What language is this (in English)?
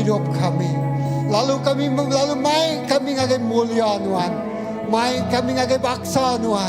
Iban